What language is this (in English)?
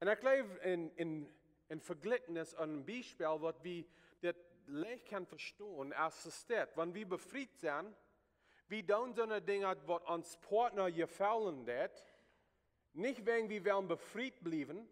Plautdietsch